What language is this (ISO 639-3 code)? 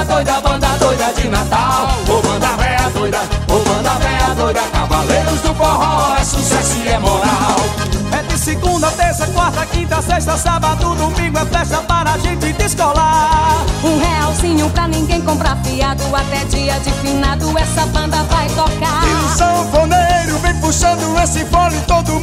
por